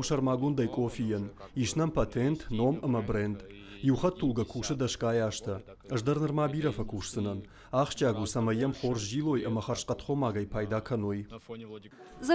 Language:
Ossetic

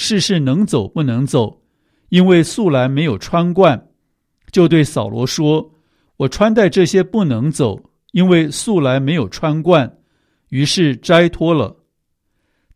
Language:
Chinese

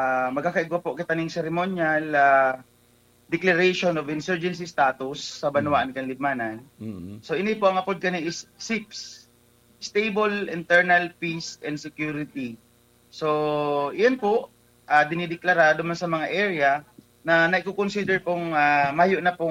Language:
Bikol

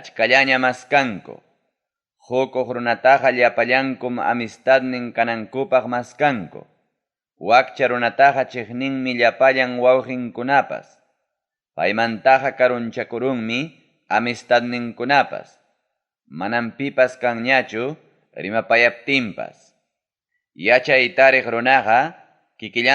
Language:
Ayacucho Quechua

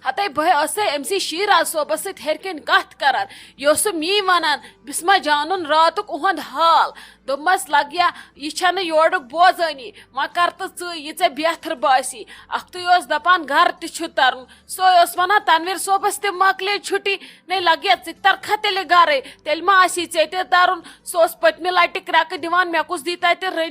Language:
Kashmiri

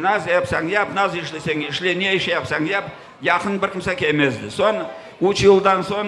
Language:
Crimean Tatar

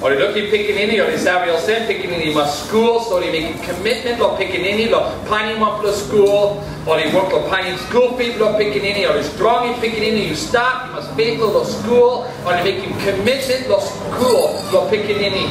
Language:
Tok Pisin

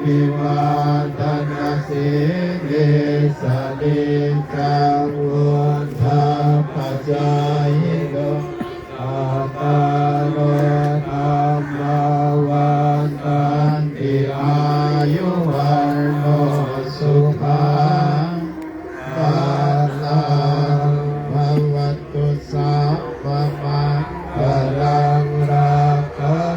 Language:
Pali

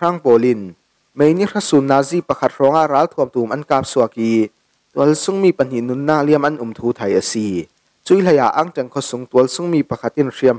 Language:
Falam Chin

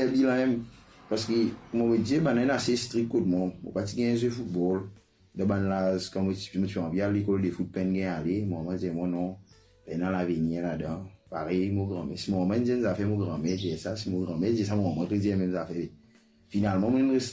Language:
Morisyen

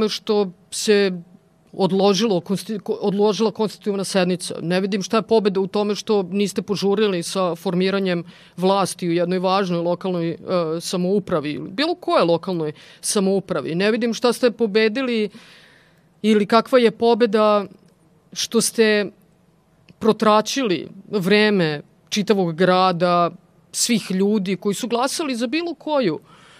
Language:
Serbian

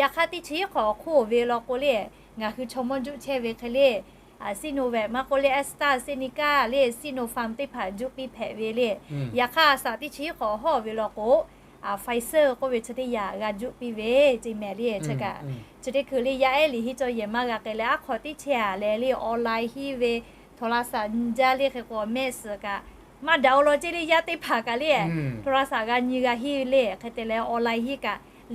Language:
Lahu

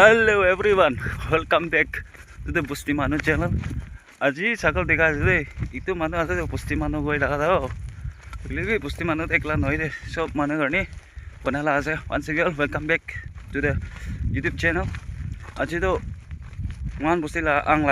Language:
Naga Pidgin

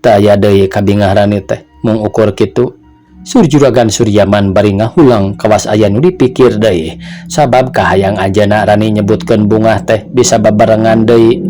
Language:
Sundanese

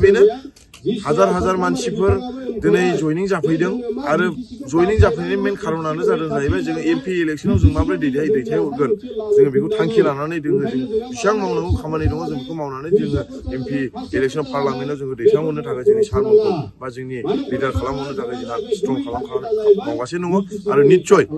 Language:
Bodo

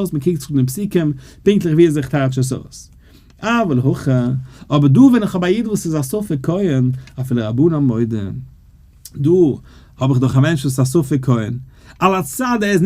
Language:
Yiddish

